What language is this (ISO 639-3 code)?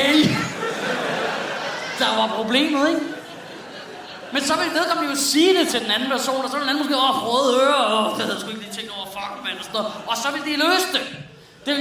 dan